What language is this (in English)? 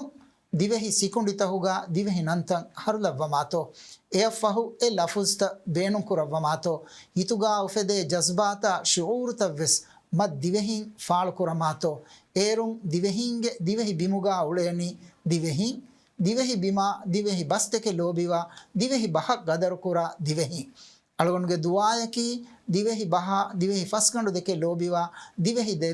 Divehi